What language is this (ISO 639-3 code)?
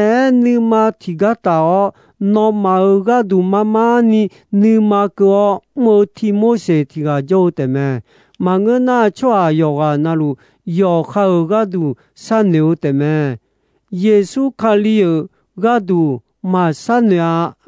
ahk